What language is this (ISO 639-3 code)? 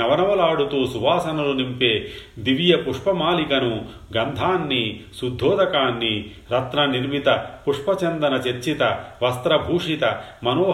tel